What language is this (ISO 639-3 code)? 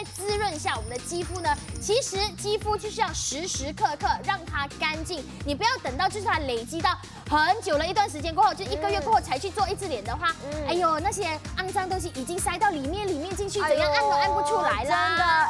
zho